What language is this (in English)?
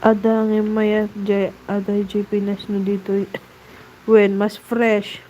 Iloko